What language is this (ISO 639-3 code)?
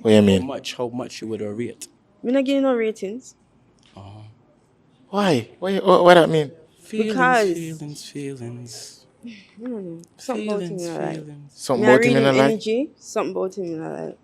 jam